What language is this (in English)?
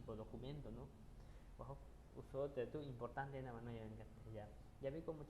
Aguaruna